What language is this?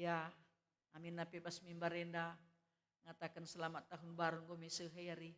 Batak Karo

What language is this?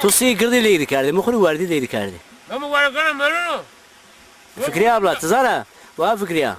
Zaza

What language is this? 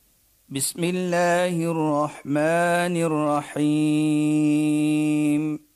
Afrikaans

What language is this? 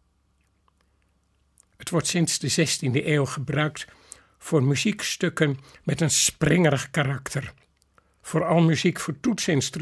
Dutch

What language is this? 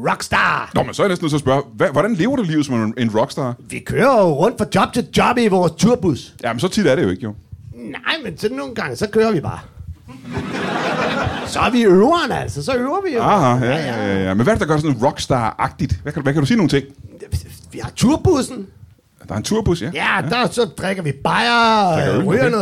Danish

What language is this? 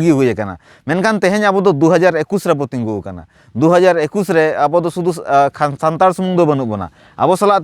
Santali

